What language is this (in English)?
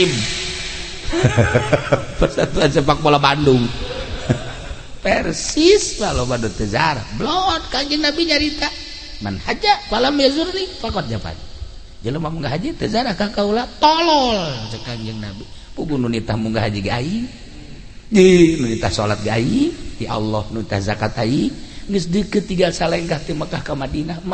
Sundanese